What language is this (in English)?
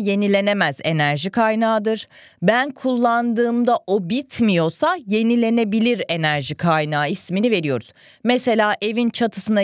Turkish